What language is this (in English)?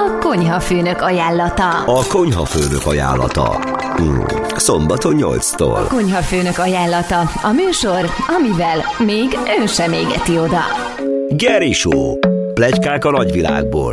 Hungarian